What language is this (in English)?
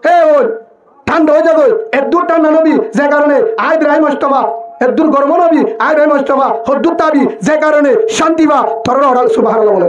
Rohingya